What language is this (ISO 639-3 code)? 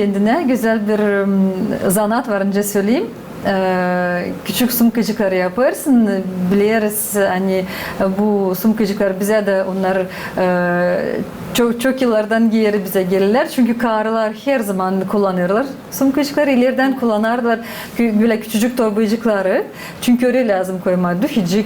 gag